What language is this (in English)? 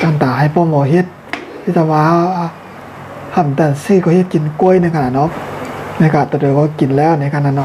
Shan